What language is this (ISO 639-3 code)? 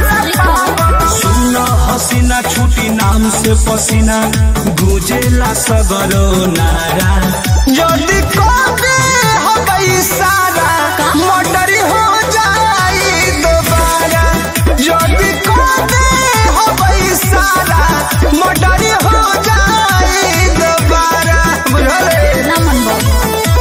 bho